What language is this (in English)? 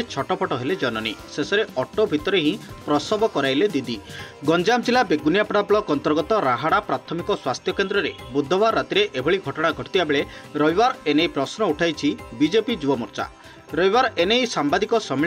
Odia